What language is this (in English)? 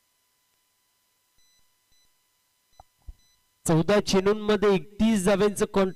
Marathi